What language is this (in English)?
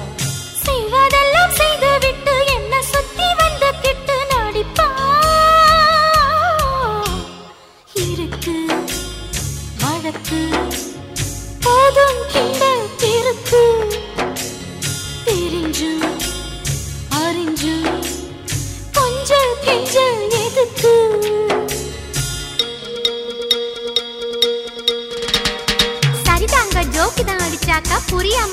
Tamil